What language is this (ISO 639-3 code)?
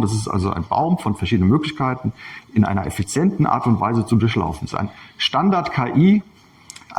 deu